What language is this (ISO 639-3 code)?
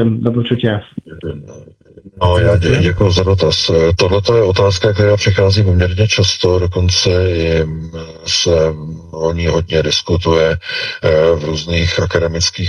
ces